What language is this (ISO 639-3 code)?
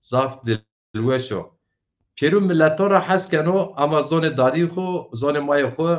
zza